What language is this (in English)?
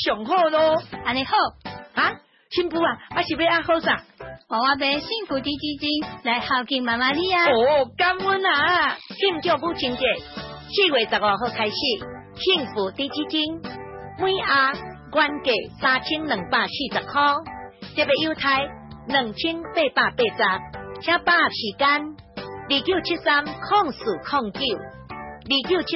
Min Nan Chinese